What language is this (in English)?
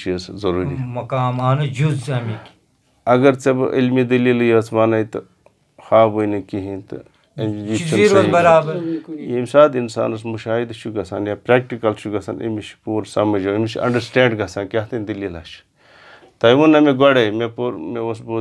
Kashmiri